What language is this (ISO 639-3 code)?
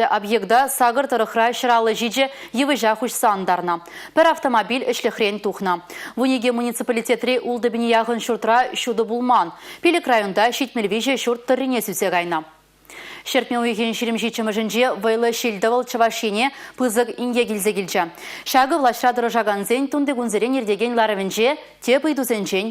chv